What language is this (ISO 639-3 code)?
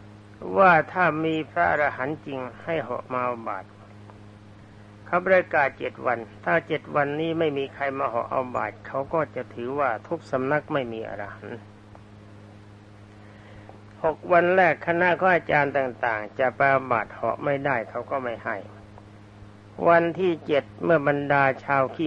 tha